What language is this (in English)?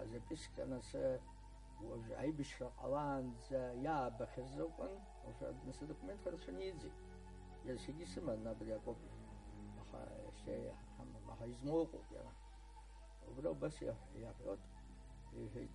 Abkhazian